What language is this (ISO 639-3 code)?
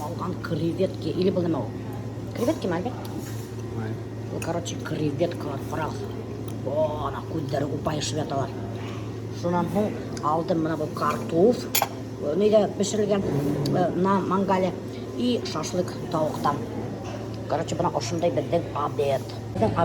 bak